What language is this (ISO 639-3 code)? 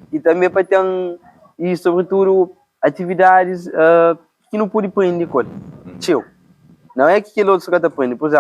kea